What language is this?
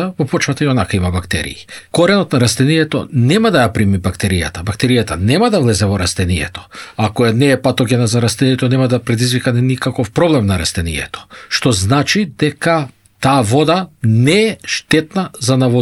Macedonian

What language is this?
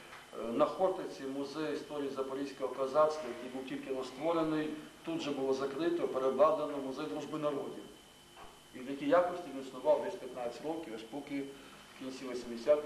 Ukrainian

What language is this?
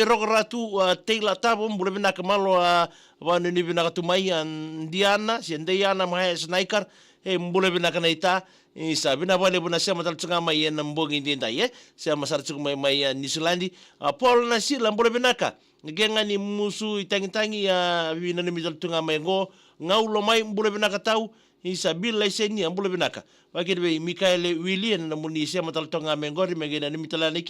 Fijian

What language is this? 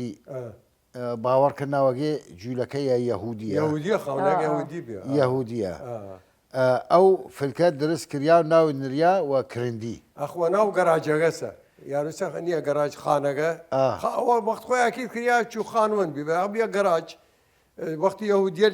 Southern Kurdish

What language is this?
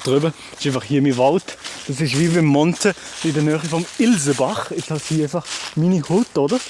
Swiss German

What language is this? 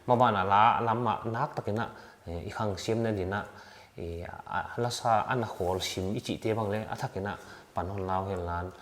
Paite Chin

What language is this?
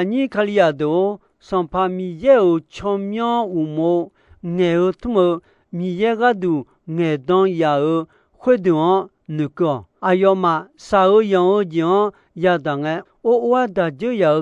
Akha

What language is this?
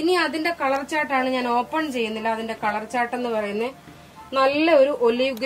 Malayalam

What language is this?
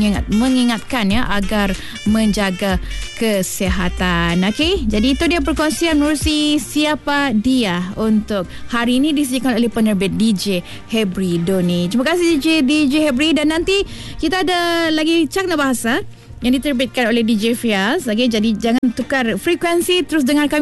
Malay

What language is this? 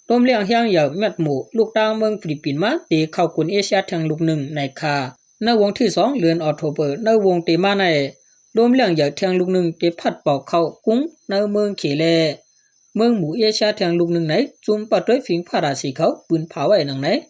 Shan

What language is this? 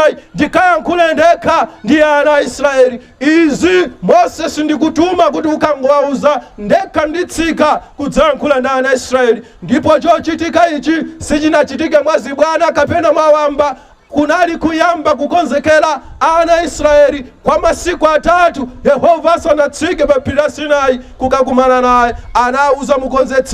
Nyanja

